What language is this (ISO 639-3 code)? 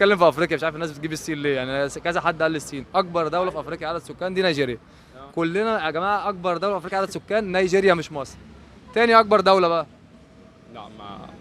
arz